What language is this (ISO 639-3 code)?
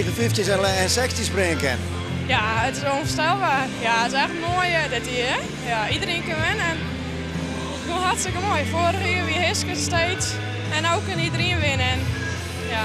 fry